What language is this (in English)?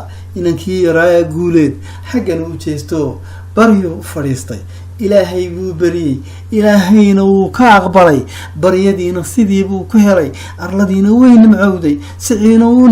Somali